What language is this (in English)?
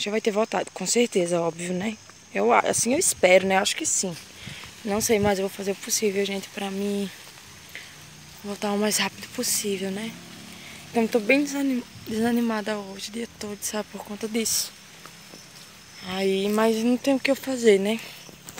Portuguese